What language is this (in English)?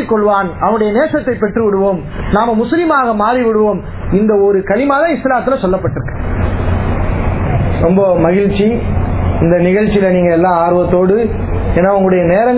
Tamil